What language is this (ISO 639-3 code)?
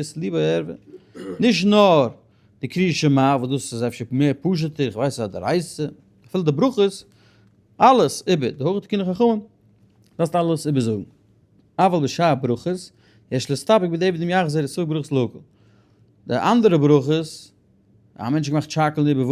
yid